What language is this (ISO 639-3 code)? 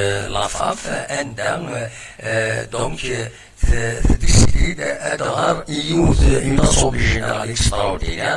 kab